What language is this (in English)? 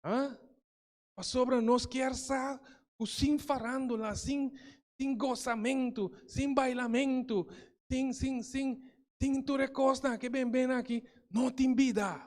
Papiamento